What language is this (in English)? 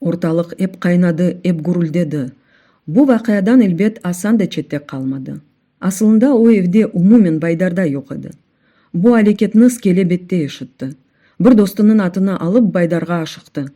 Crimean Tatar